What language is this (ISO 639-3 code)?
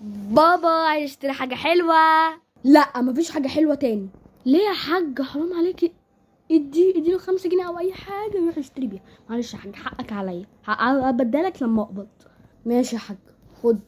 arz